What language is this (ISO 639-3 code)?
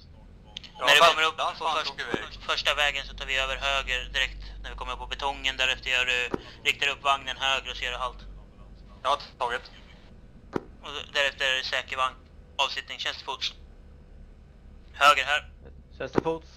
swe